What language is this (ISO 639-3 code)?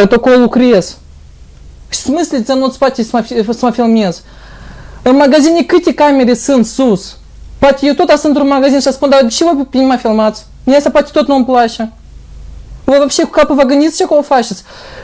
ron